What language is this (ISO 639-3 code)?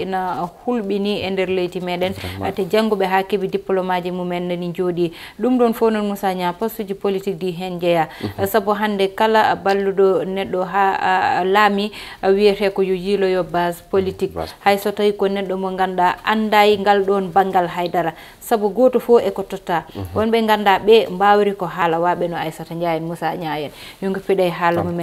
ful